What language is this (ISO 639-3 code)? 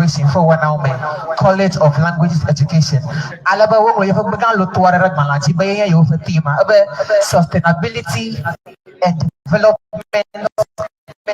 ewe